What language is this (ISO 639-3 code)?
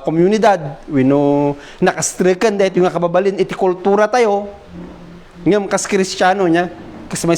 ilo